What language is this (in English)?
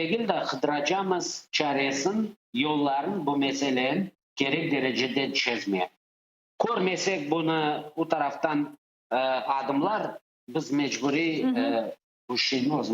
Crimean Tatar